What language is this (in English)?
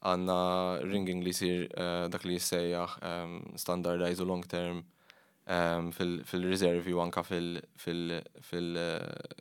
Maltese